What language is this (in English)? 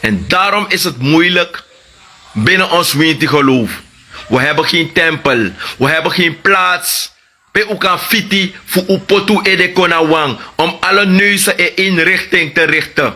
Sranan Tongo